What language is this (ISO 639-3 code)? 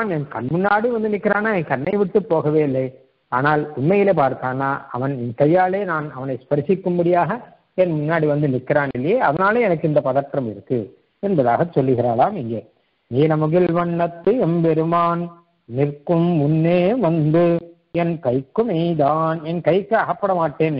tam